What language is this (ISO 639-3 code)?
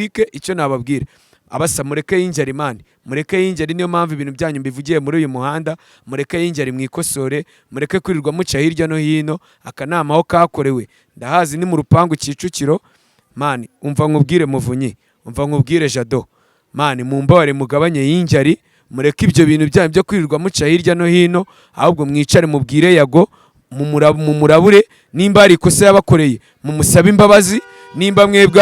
kin